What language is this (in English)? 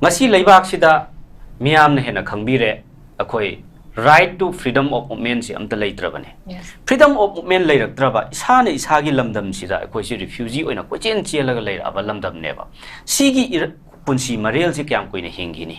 Manipuri